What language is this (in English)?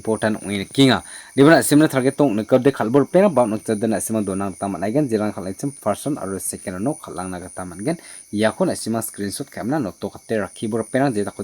Garo